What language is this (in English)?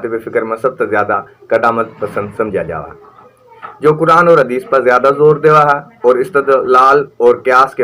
Haryanvi